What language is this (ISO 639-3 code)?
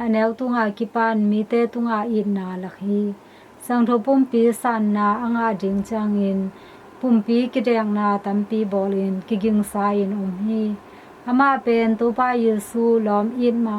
ctd